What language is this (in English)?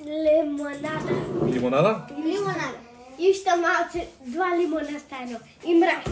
Macedonian